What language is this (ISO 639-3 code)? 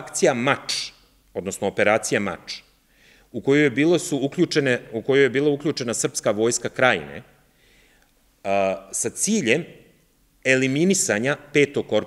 srp